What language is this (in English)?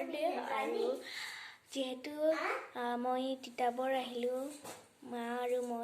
Assamese